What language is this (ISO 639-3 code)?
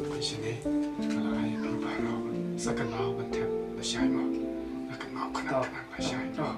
kha